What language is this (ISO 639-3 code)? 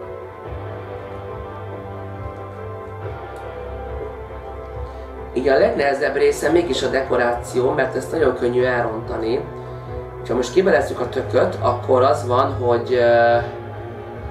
hun